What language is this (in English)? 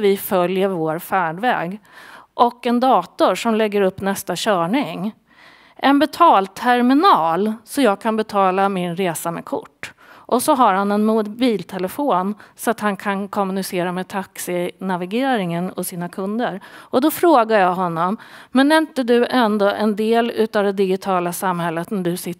Swedish